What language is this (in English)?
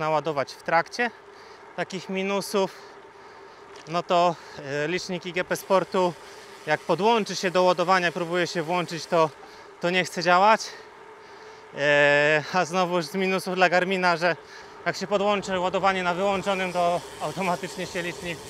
Polish